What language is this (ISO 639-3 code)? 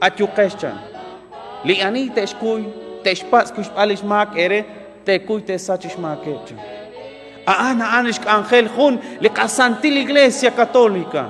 kek